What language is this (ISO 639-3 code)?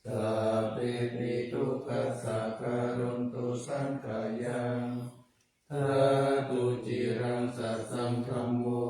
pli